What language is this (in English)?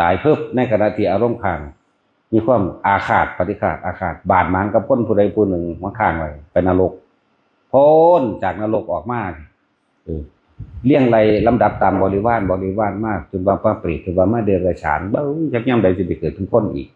Northeastern Thai